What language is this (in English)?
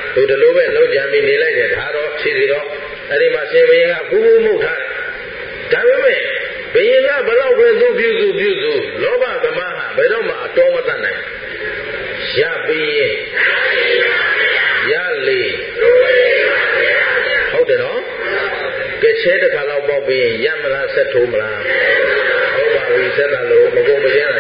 Burmese